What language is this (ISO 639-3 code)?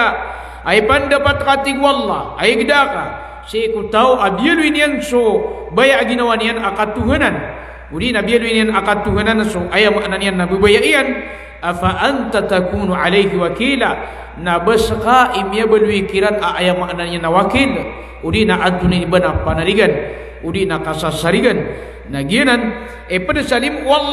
mrw